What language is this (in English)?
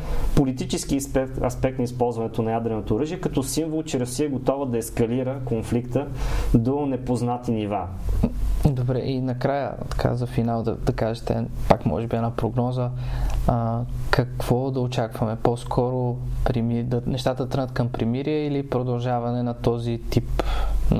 Bulgarian